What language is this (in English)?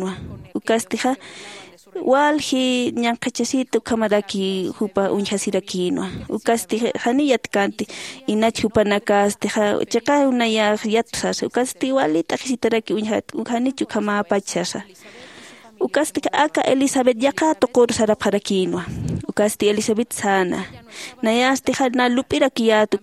Aymara